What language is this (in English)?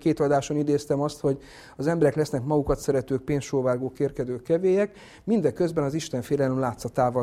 Hungarian